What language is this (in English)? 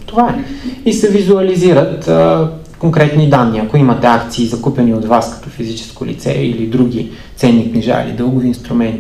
Bulgarian